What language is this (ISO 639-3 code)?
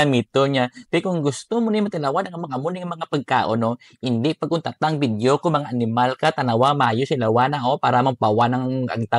hil